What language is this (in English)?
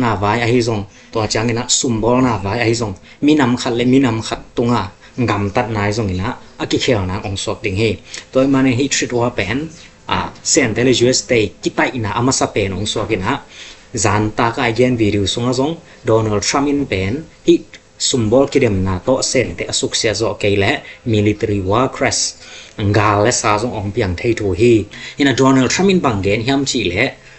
Tedim Chin